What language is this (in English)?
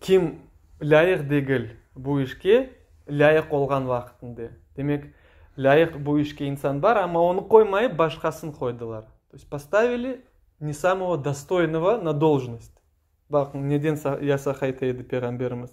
Crimean Tatar